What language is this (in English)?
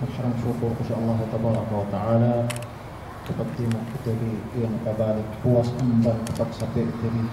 Yakan